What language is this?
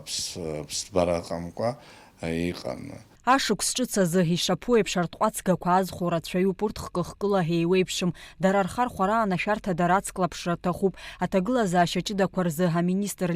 Abkhazian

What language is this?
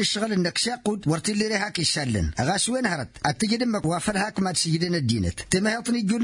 Tamasheq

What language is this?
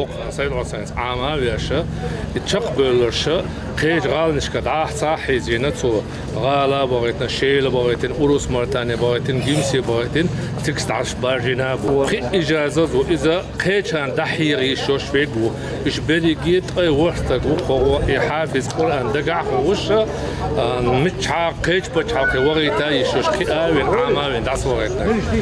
Chechen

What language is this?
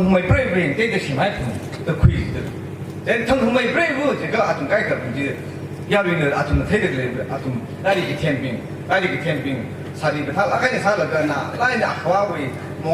Tangkhul Naga (India)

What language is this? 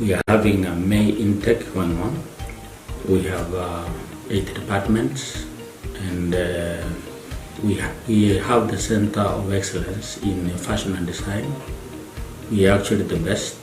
Gusii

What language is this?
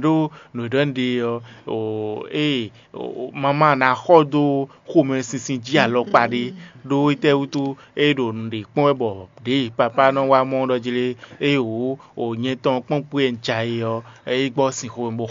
Fon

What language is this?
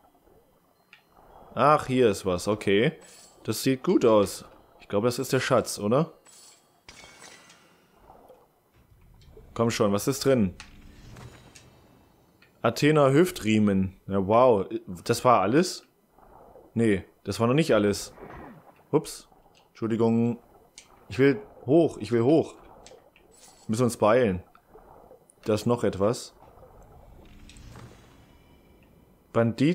German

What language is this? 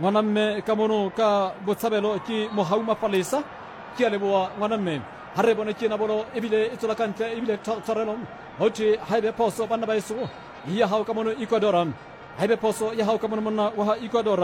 Southern Sotho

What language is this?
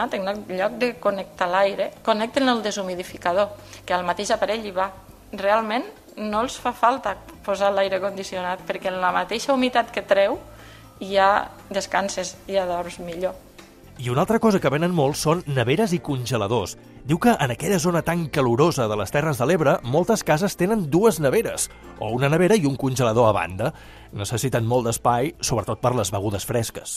Catalan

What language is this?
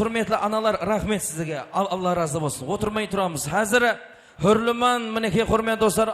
Kara-Kalpak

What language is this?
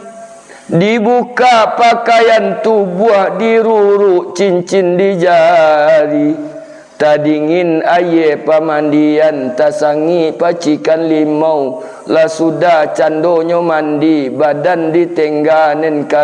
Minangkabau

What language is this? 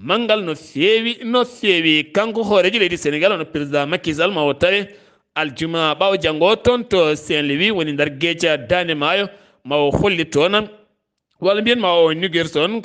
Fula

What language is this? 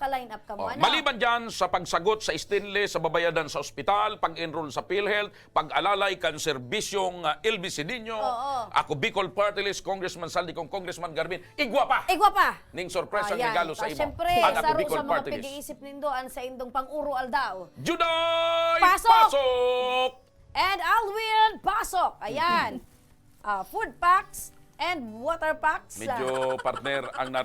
Bikol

